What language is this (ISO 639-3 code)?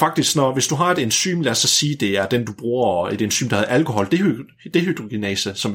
dan